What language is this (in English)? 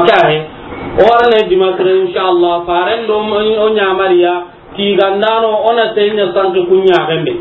Soninke